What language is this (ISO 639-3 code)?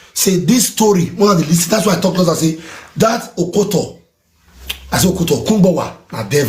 pcm